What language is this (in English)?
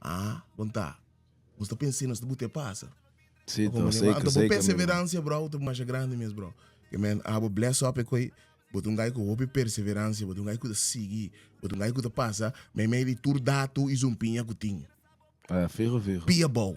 Papiamento